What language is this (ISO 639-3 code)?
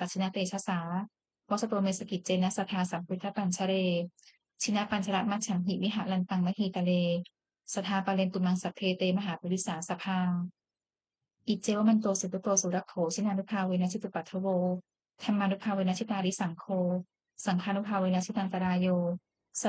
pli